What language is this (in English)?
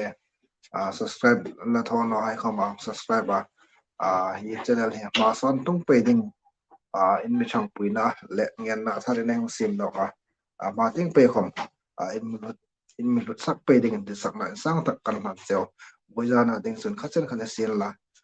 Hmar